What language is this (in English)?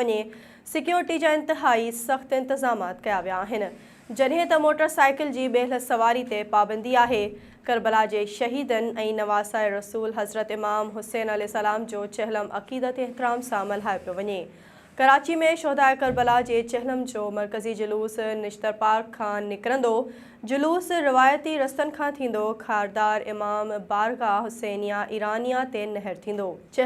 Sindhi